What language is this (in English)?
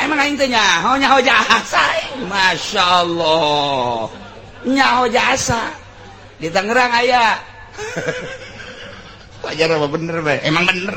Sundanese